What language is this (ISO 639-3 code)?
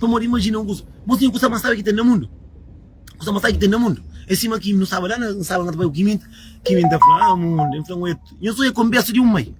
kea